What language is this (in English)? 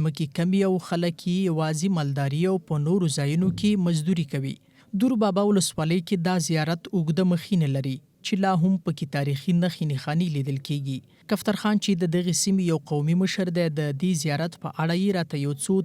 Pashto